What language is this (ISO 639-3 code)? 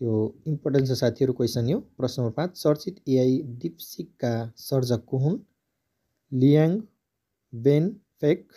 nep